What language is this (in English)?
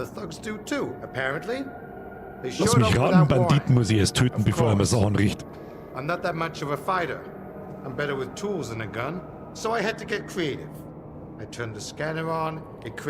Bavarian